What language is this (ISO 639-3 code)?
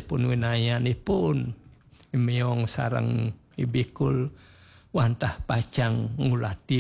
ban